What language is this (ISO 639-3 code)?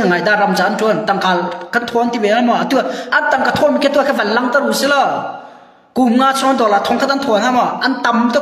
cnh